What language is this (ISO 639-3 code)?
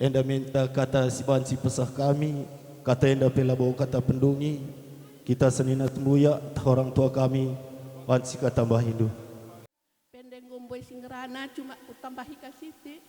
btx